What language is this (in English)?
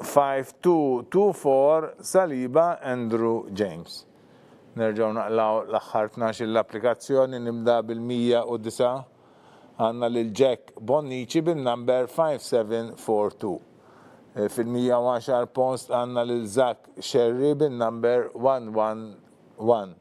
Maltese